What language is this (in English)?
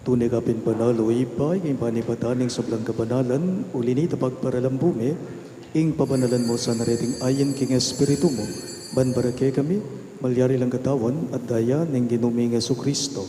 Pampanga